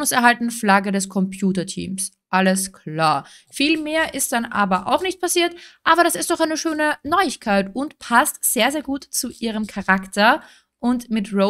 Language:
German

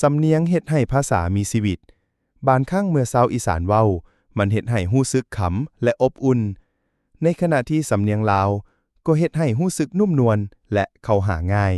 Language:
Lao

